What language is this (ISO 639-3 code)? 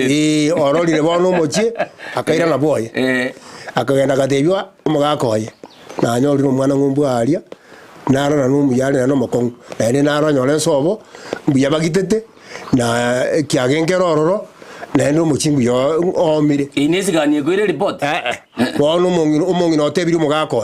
guz